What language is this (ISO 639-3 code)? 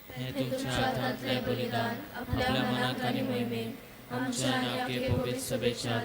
kok